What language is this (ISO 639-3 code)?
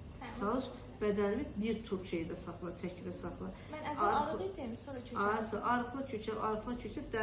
aze